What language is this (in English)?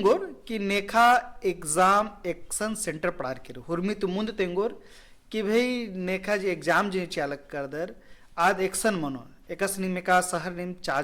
Kurukh